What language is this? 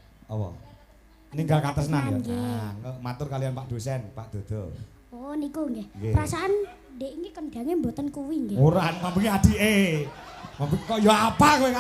Javanese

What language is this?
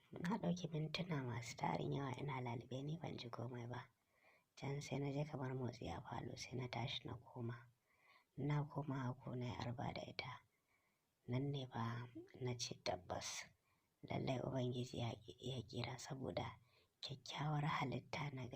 Hausa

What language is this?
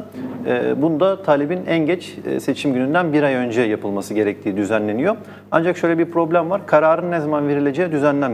Turkish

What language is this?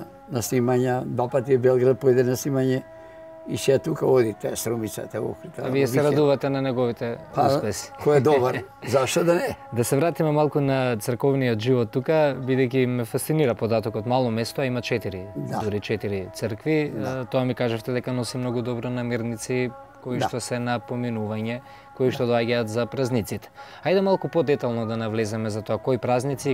Macedonian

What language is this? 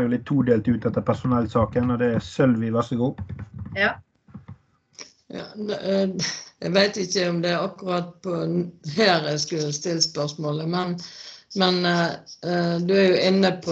Norwegian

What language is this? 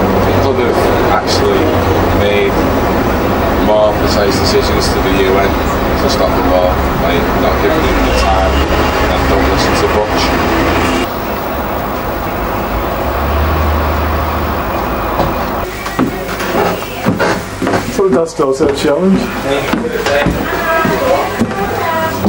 English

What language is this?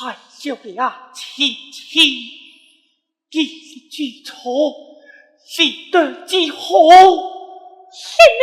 Pu-Xian Chinese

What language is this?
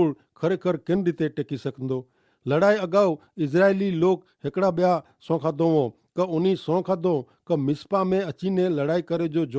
Kachhi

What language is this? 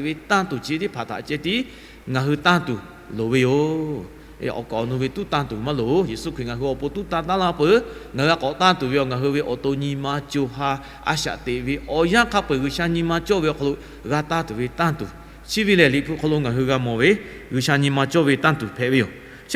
Lahu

